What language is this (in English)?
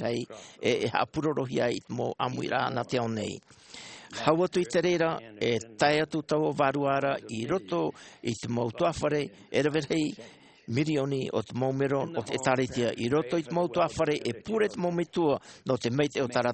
Tahitian